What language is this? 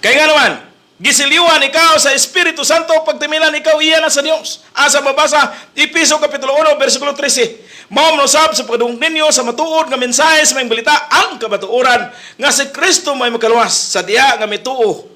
Cebuano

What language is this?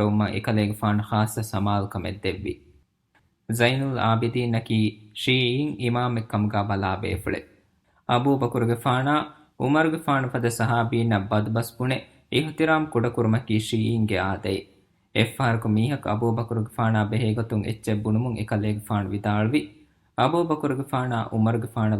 Divehi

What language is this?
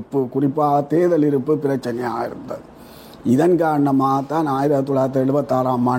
Tamil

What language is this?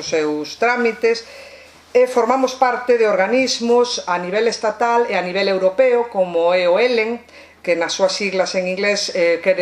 Galician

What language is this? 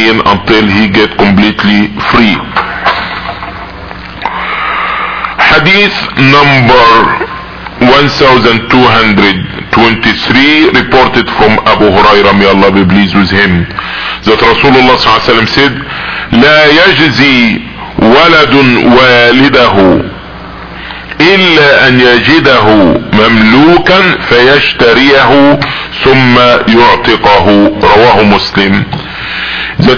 English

